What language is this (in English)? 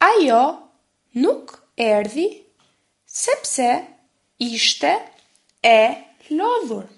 Albanian